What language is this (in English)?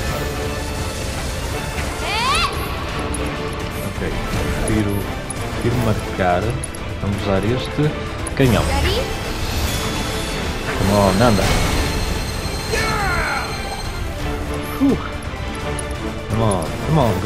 Portuguese